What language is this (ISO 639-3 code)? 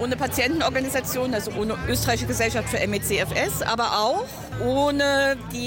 deu